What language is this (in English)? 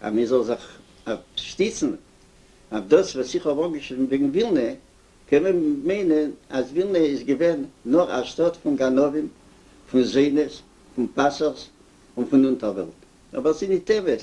Yiddish